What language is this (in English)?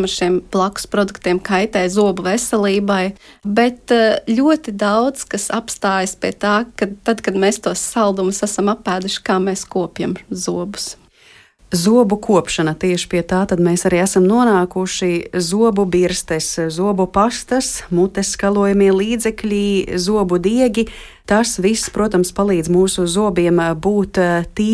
Latvian